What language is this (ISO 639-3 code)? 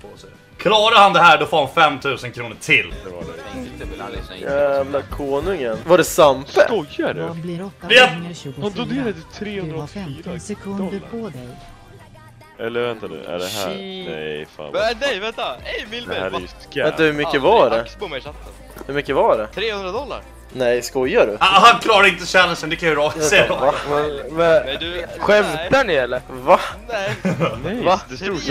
swe